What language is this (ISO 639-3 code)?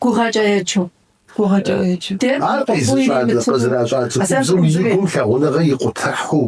kbd